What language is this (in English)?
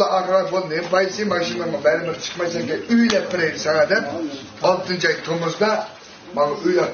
Uyghur